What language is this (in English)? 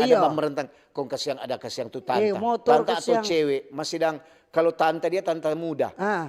Manado Malay